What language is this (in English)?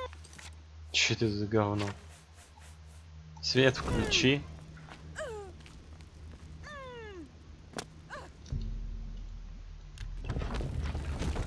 Russian